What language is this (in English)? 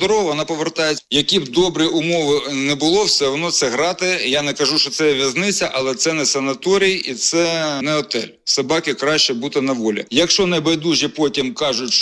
Ukrainian